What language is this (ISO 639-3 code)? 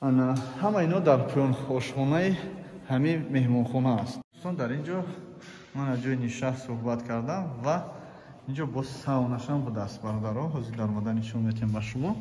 tgk